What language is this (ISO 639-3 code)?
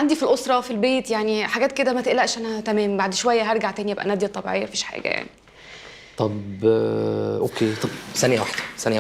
arz